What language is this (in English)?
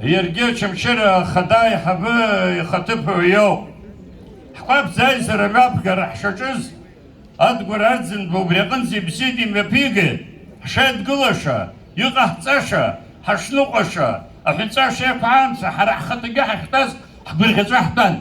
Abkhazian